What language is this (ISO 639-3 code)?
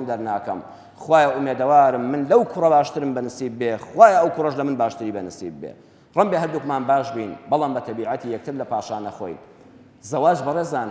ckb